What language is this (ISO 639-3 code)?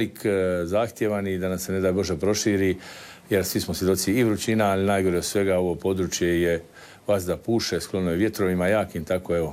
hrv